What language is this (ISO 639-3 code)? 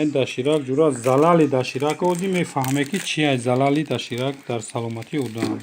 tgk